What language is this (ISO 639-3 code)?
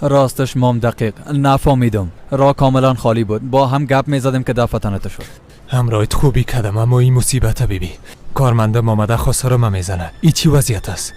fas